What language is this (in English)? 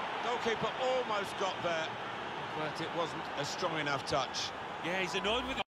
English